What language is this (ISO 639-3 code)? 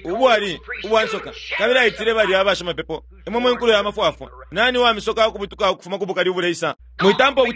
bem